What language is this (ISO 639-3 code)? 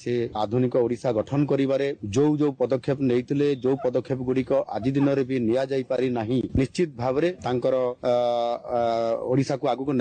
ori